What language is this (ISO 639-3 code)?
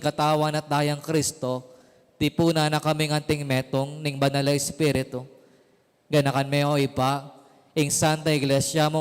pam